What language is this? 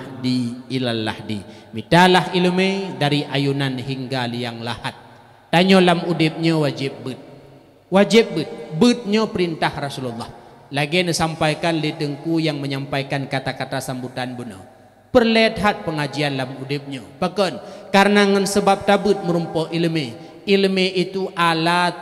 Achinese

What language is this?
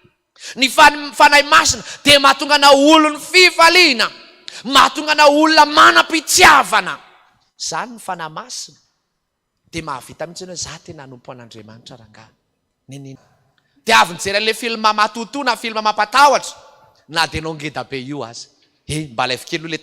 Malagasy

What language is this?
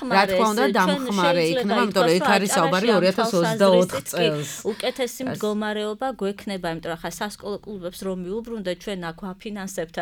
Georgian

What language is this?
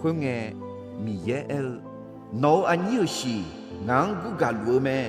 Akha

